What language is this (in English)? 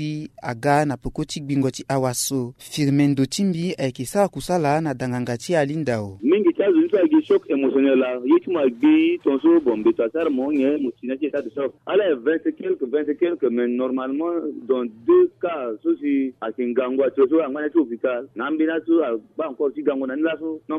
Sango